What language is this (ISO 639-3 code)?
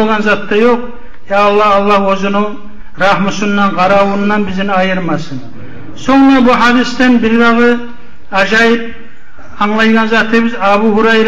kum